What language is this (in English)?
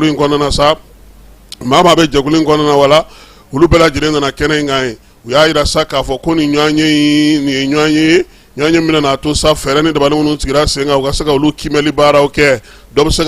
Bambara